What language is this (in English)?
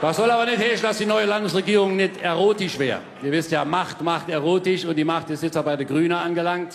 Palatine German